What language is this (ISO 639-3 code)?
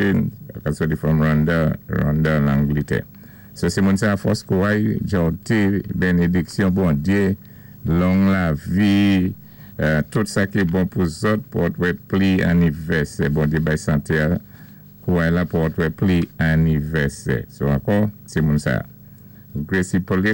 acf